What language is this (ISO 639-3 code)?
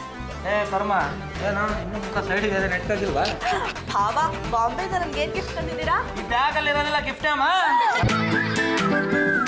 kan